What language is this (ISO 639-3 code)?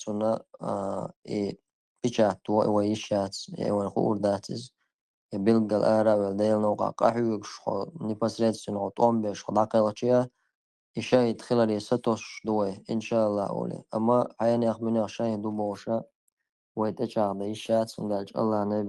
che